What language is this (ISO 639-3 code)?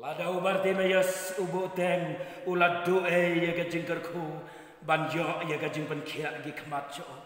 kha